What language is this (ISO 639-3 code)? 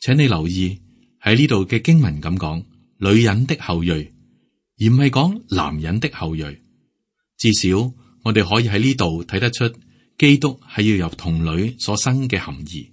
yue